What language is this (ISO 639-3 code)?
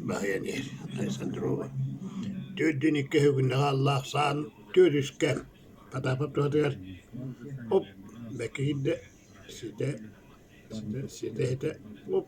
sah